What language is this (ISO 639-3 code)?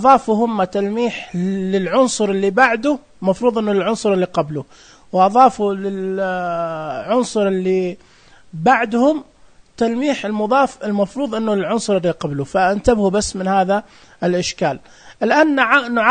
ars